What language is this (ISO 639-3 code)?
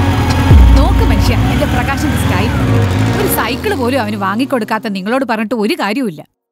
mal